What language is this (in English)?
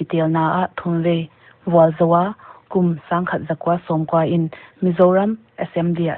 Paite Chin